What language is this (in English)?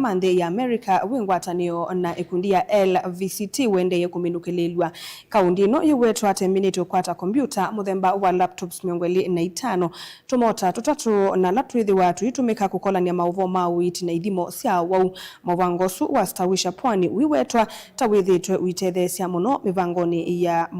Kamba